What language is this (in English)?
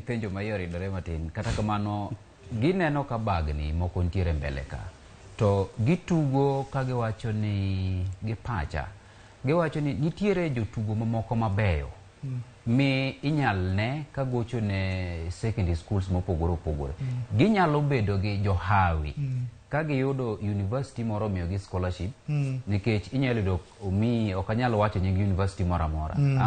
Luo (Kenya and Tanzania)